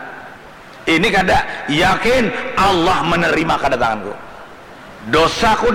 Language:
Banjar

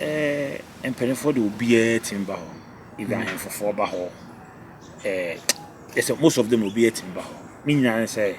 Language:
Akan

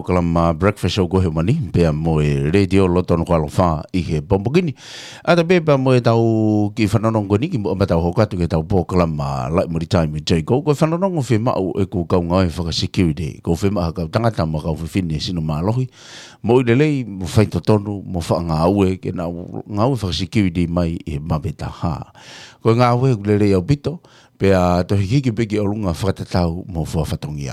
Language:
Tongan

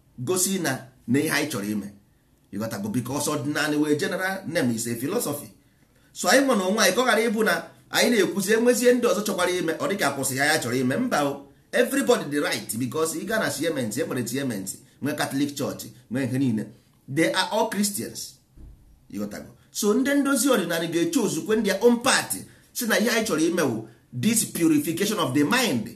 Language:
Igbo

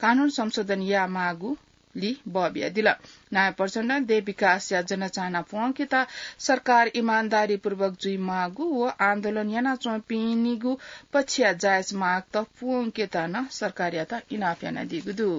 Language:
Newari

